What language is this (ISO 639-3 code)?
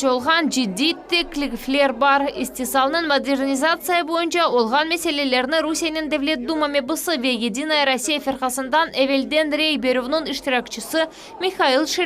crh